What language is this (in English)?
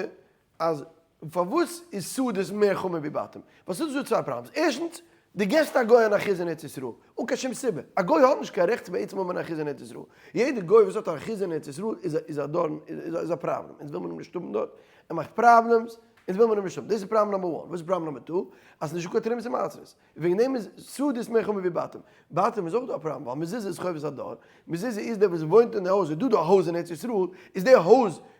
Yiddish